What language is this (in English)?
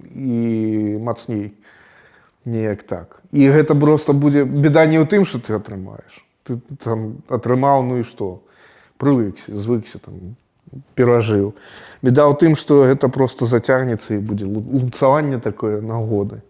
Belarusian